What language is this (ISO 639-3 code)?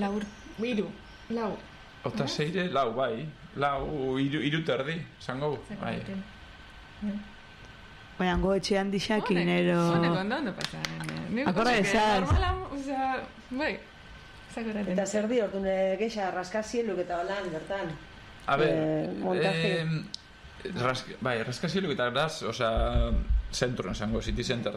eus